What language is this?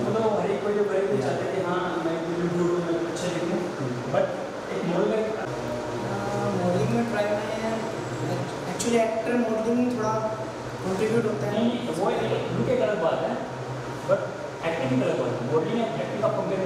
Hindi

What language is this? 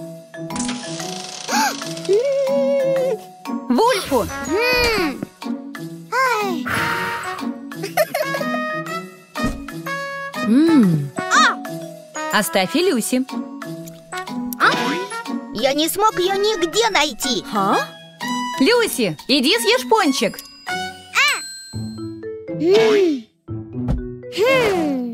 Russian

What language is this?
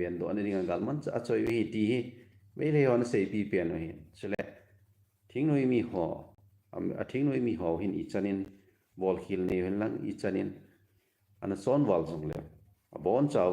Thado Chin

